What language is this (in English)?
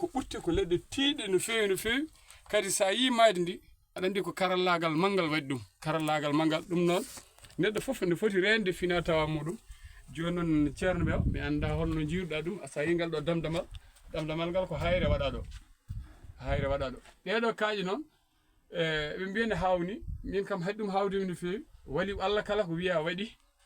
Fula